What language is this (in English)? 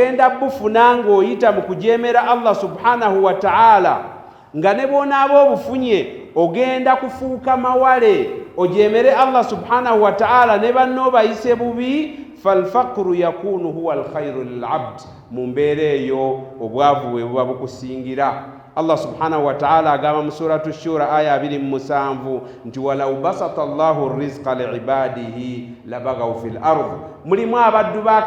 Ganda